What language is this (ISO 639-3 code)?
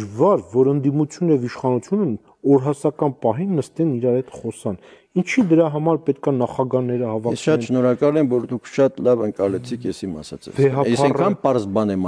hye